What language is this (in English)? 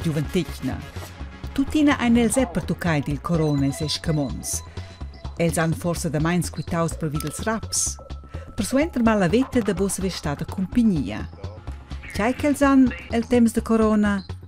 Romansh